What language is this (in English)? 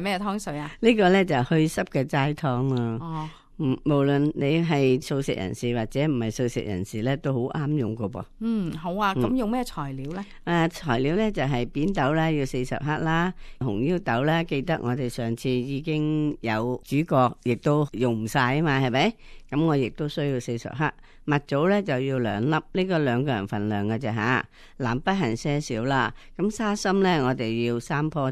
Cantonese